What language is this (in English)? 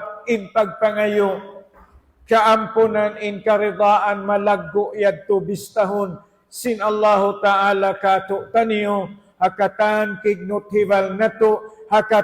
Tausug